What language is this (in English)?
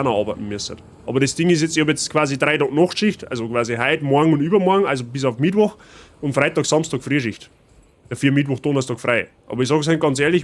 Bavarian